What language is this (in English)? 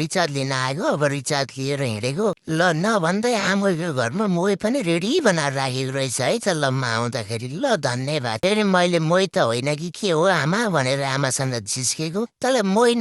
Nepali